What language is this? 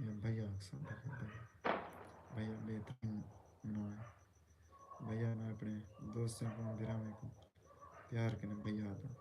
Saraiki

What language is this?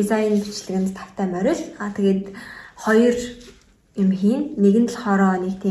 Mongolian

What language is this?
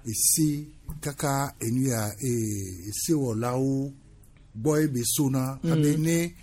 Gen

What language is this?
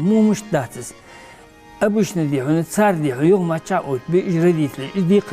Ingush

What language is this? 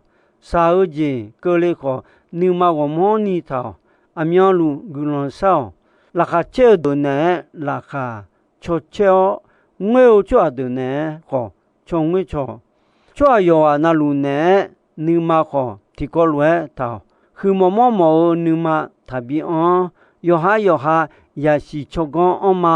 Akha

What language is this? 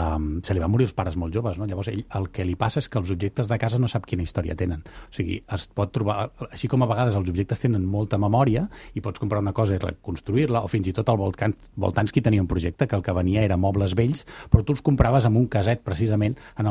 Catalan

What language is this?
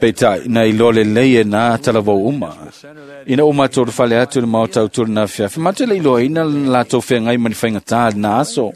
Samoan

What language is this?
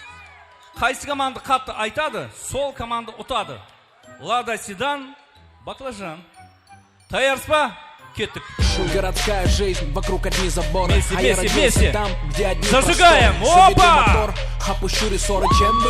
Kara-Kalpak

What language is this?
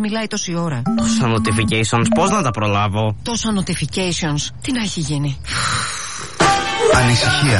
Greek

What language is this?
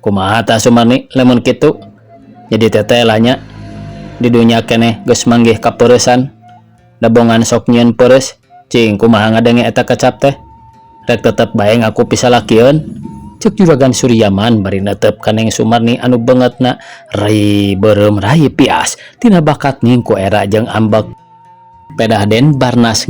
Sundanese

